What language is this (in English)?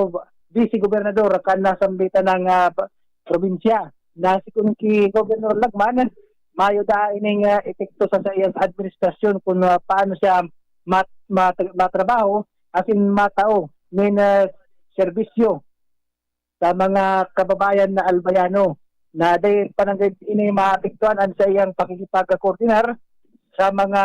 Bikol